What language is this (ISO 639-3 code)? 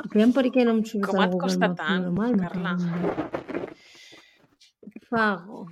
cat